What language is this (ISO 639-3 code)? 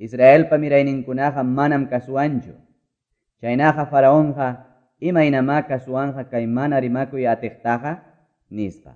que